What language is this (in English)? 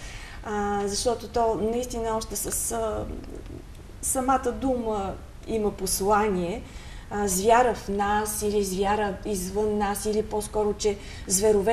Bulgarian